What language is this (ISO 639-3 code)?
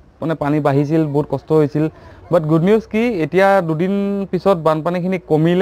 asm